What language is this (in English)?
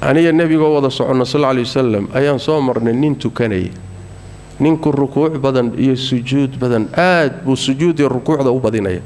Somali